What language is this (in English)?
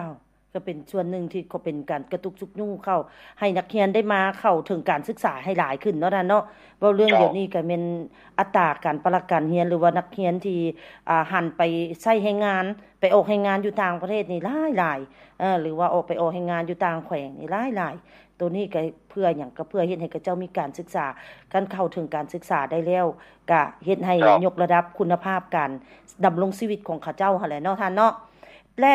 Lao